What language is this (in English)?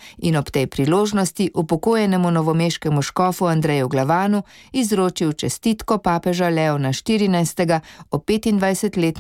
Slovenian